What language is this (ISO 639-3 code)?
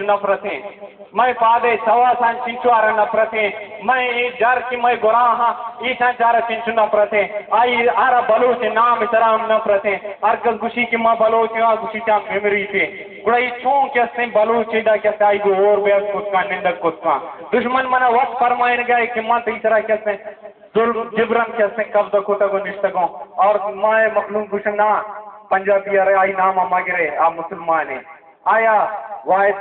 bal